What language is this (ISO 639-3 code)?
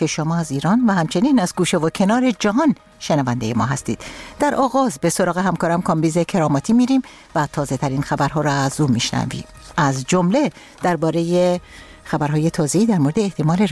fas